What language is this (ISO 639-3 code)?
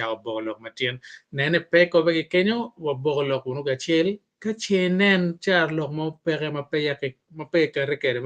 ach